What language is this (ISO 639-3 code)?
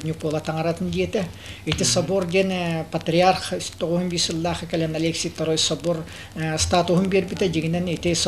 sah